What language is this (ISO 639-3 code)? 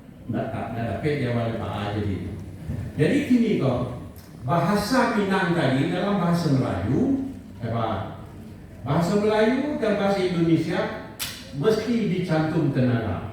min